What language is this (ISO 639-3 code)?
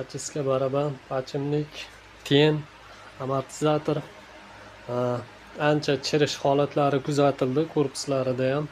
uzb